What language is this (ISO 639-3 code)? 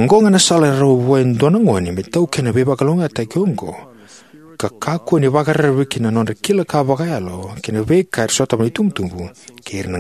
fij